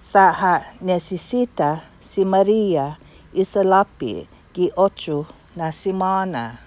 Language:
Chamorro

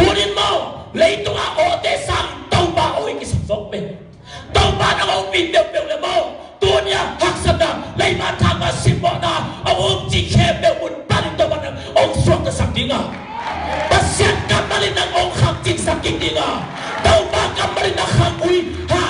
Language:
Tedim Chin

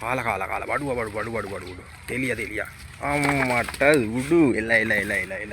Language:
Sinhala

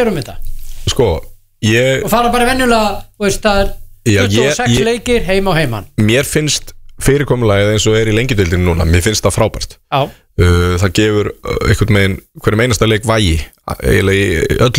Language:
Icelandic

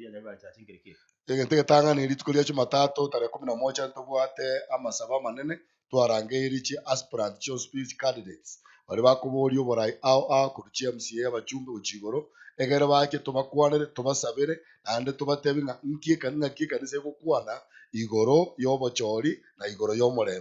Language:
Gusii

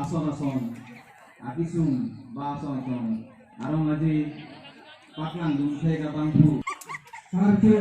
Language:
Karbi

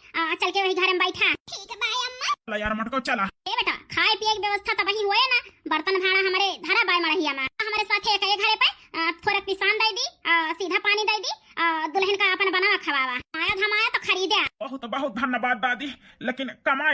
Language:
Awadhi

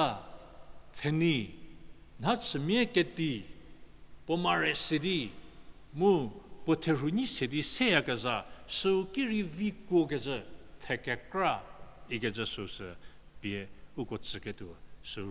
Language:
Angami Naga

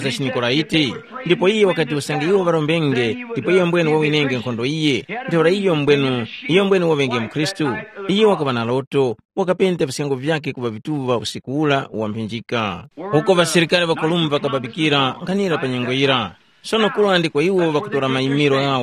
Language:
Tumbuka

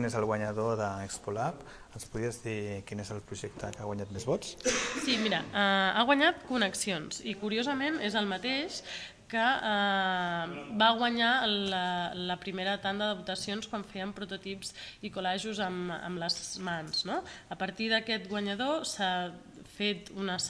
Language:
Catalan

